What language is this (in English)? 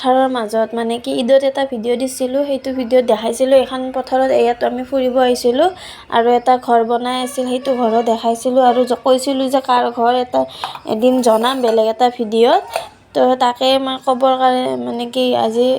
Assamese